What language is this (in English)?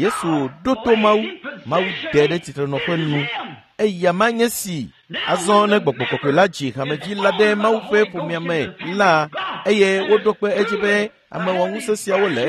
Ewe